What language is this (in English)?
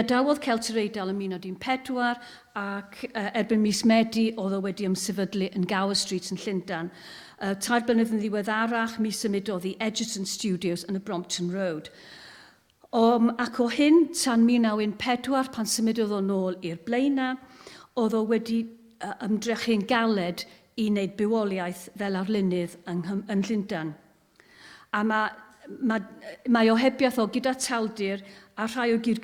Welsh